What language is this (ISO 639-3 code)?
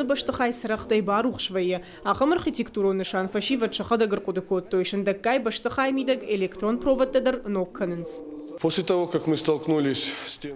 oss